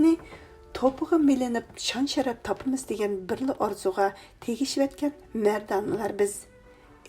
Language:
Uyghur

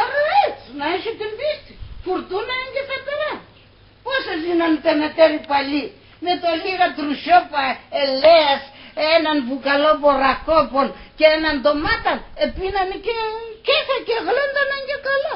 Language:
Pontic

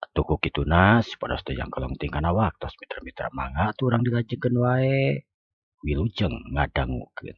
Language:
Sundanese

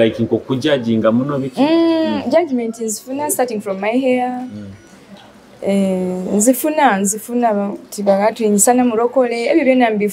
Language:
Nyoro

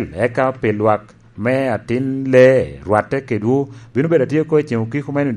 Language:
Lango (Uganda)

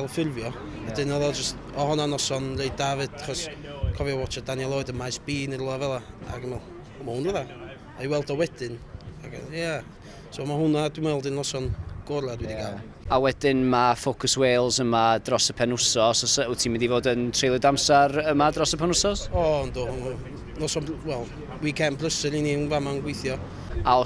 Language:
Welsh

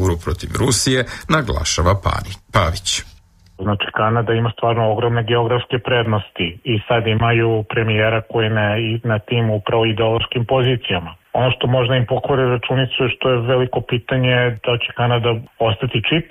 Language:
Serbian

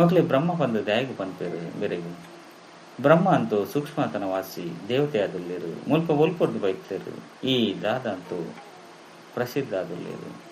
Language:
Tulu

